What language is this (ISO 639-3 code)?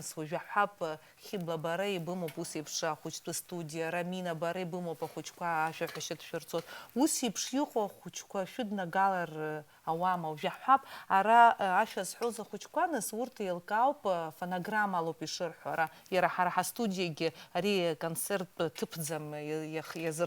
abk